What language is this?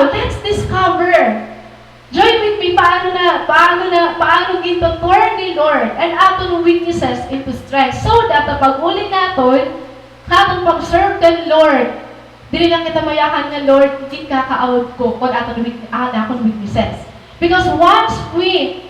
Waray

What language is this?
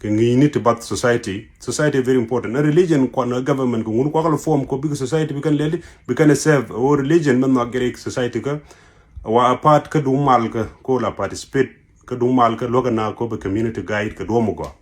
Nuer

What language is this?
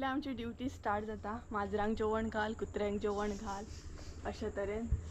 Konkani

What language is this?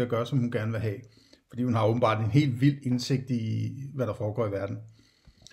Danish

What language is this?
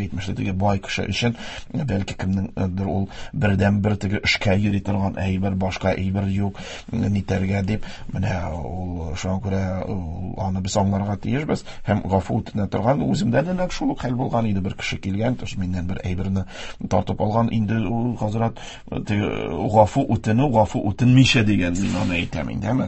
Tatar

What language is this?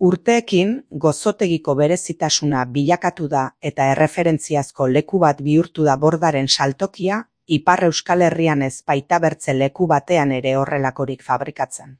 Basque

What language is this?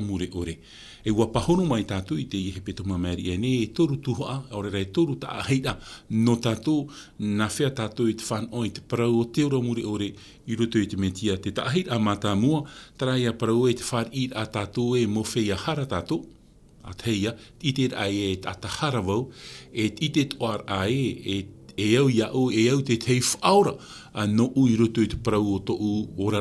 Tahitian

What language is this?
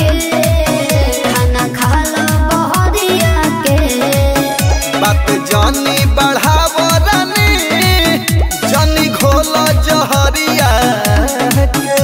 Bhojpuri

